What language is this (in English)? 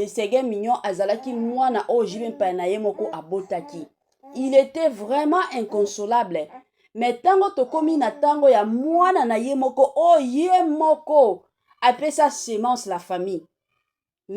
Lingala